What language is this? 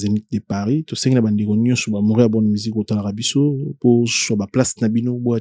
Lingala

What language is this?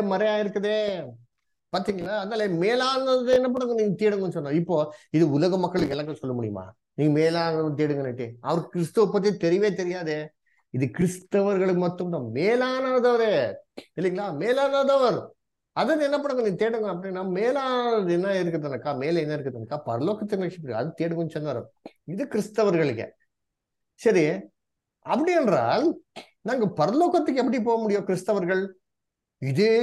Tamil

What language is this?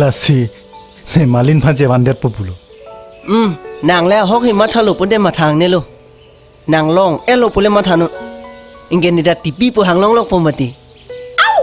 Karbi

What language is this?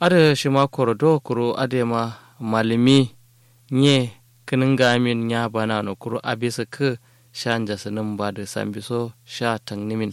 Kanuri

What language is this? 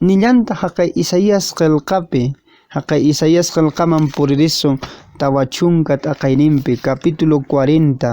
Quechua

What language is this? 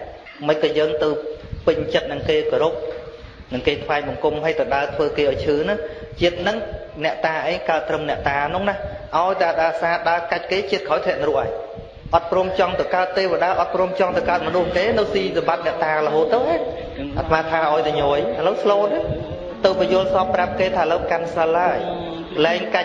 Khmer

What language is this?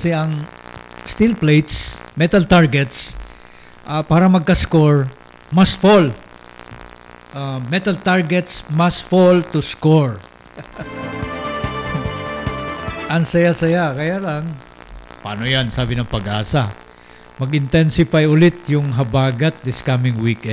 Filipino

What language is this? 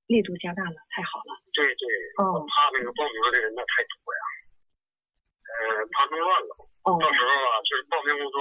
Chinese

